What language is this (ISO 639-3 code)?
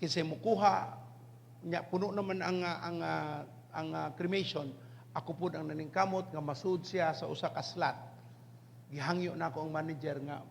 ceb